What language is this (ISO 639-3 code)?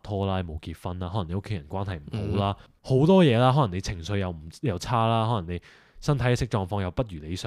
yue